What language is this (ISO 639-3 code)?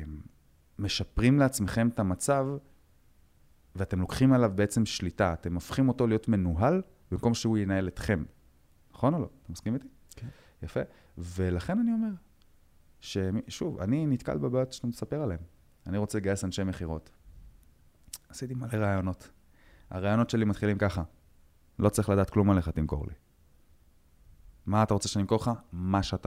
heb